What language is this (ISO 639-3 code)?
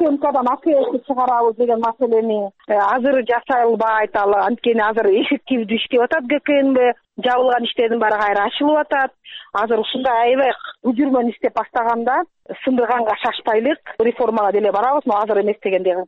kir